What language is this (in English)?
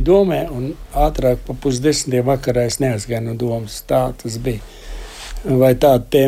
Latvian